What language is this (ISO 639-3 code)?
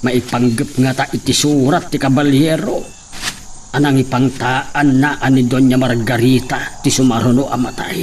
ilo